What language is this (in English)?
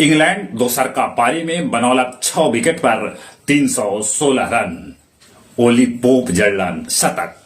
Magahi